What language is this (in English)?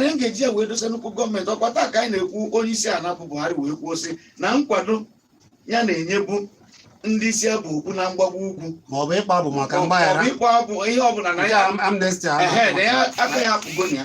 Igbo